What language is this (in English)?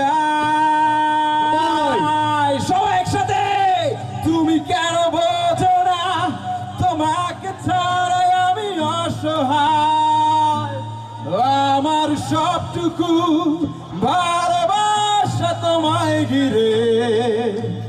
Bangla